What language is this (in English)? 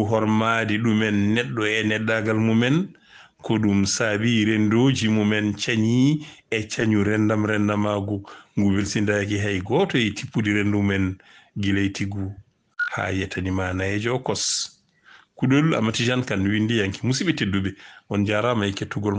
Fula